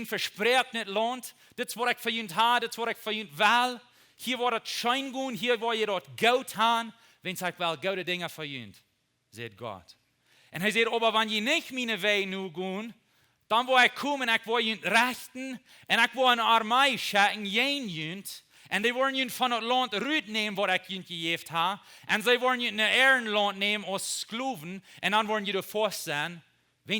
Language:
Plautdietsch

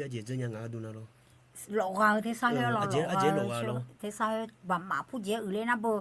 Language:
Akha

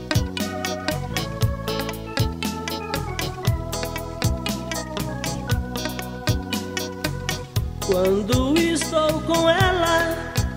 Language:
Portuguese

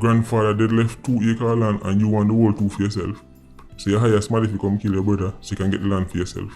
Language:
Jamaican Creole English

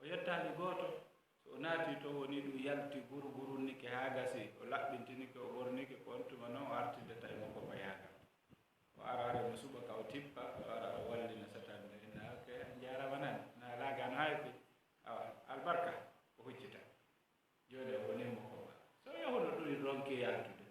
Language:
Fula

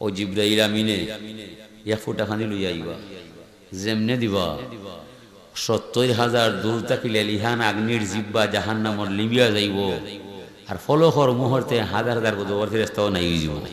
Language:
Sylheti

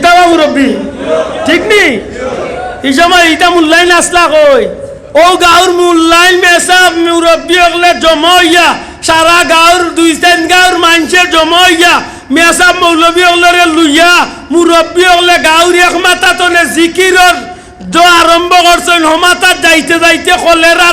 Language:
Sylheti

